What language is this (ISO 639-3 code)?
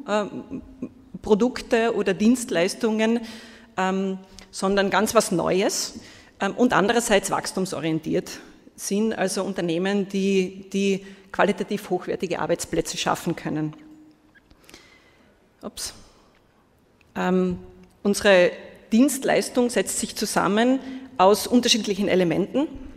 deu